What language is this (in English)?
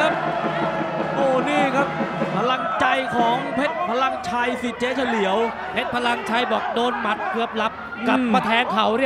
Thai